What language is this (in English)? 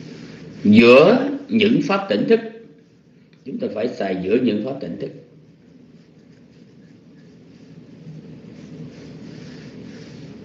Vietnamese